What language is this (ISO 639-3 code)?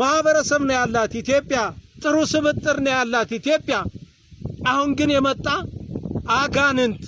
amh